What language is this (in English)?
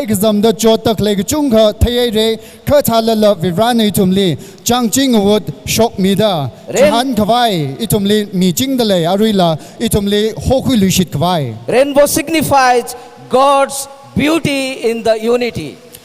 Tangkhul Naga (India)